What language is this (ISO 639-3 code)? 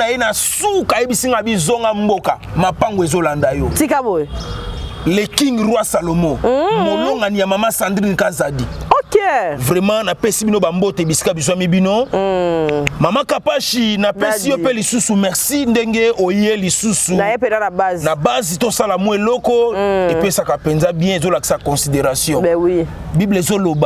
lin